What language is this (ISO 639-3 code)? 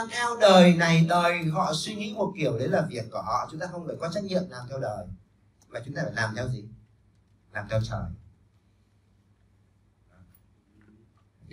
vie